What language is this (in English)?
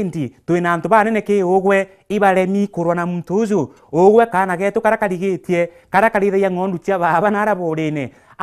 Meru